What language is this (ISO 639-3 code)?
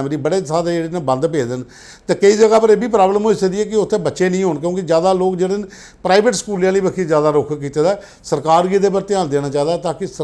doi